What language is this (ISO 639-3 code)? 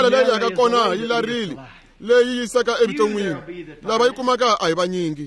tso